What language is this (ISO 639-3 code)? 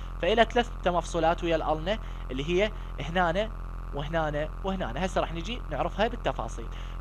acm